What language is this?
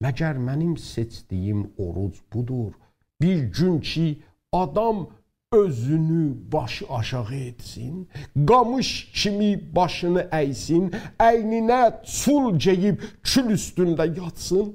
South Azerbaijani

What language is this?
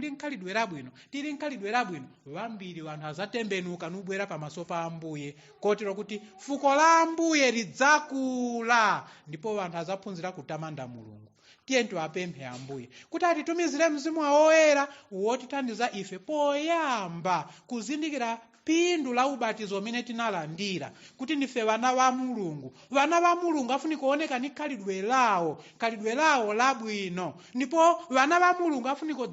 Nyanja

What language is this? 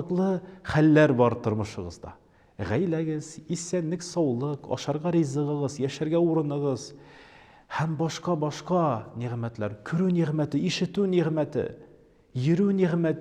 Tatar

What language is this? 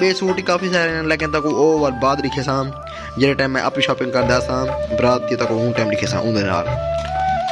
Saraiki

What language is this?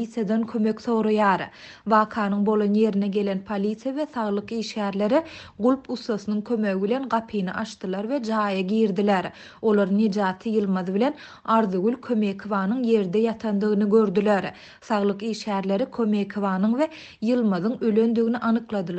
Turkmen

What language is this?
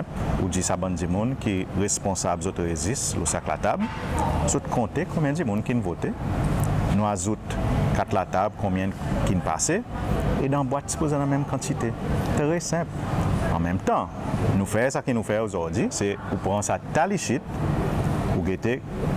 Seselwa Creole French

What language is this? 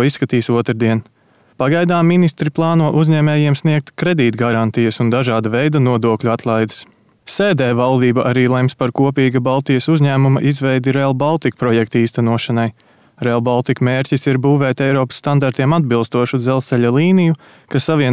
Latvian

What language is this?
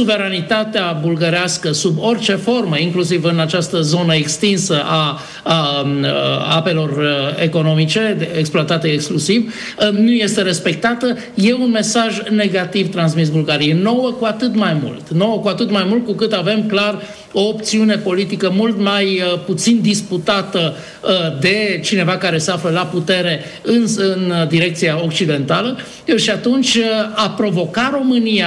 Romanian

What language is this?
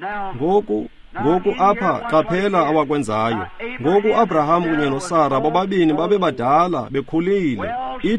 Xhosa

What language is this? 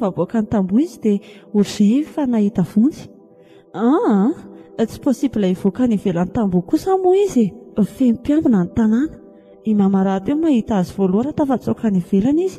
Malagasy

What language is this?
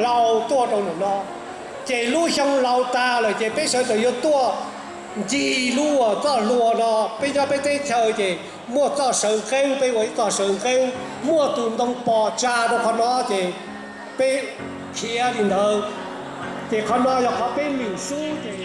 Hmong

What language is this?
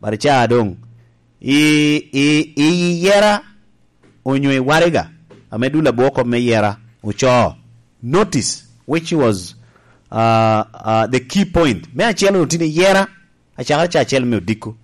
Lango (Uganda)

